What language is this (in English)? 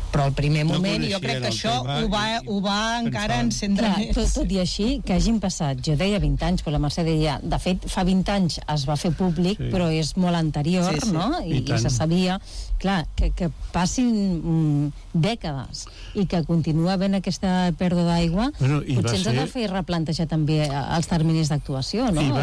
Catalan